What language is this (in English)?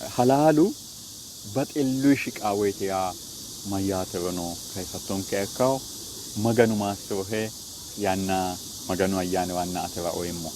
Sidamo